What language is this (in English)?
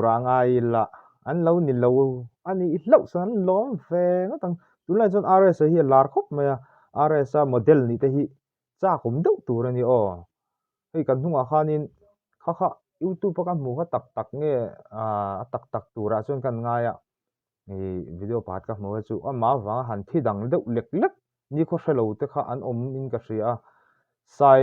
Mizo